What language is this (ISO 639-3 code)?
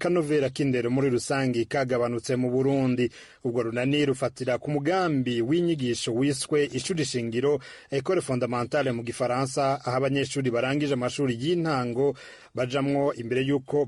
run